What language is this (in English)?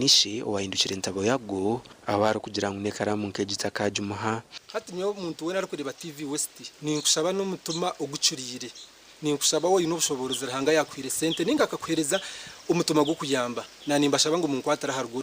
Nyankole